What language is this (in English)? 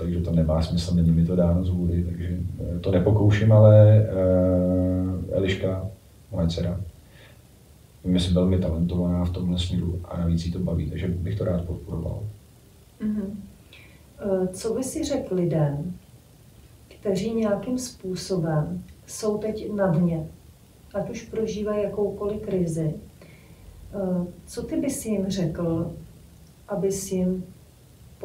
Czech